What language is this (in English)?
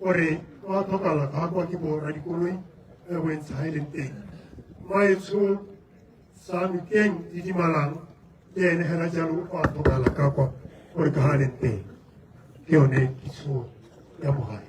Tswana